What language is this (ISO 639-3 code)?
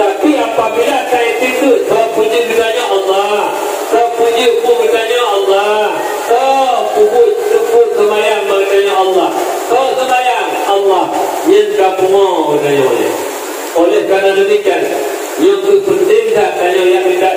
ace